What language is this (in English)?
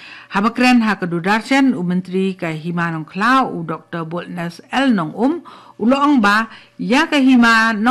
Khasi